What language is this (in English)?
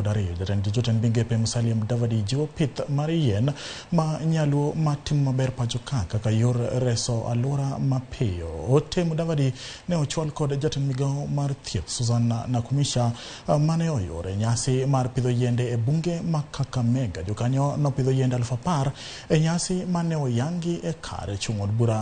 Luo (Kenya and Tanzania)